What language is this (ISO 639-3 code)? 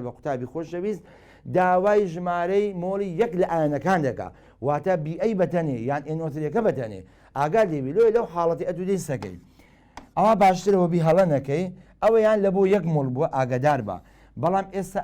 ckb